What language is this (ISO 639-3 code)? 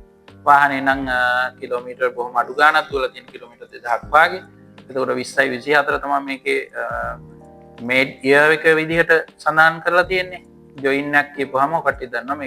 sin